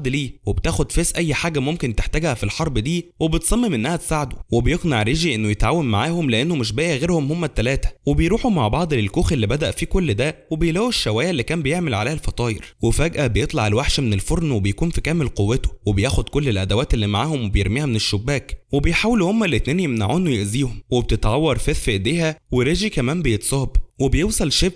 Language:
Egyptian Arabic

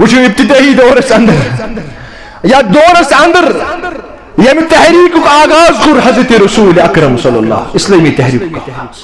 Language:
Kashmiri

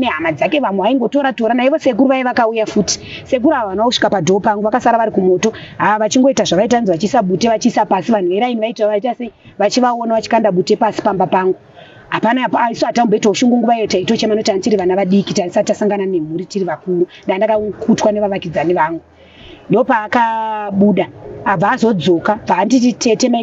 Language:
Shona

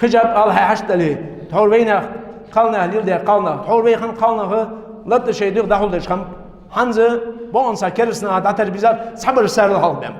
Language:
Ingush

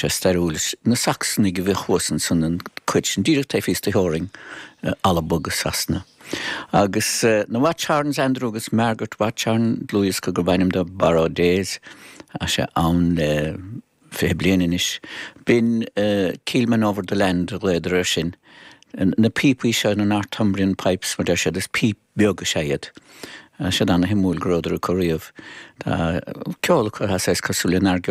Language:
Irish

